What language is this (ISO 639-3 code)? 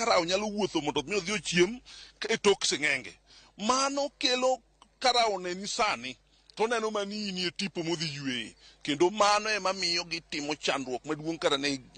luo